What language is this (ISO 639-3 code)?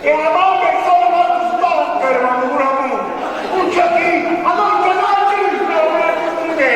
nap